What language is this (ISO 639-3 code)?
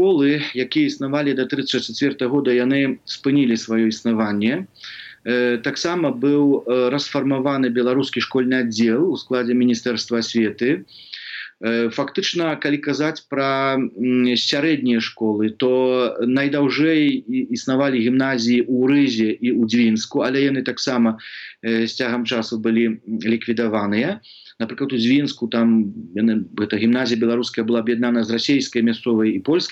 bel